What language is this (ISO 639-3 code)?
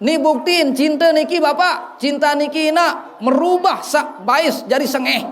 sas